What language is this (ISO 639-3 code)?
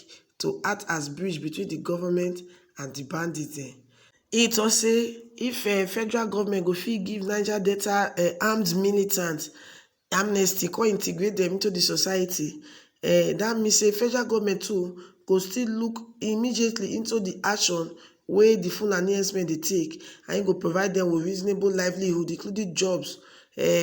pcm